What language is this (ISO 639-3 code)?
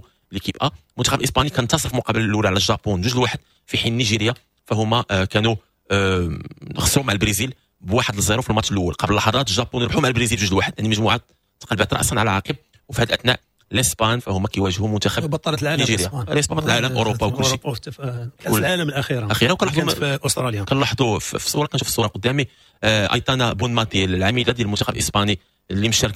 ary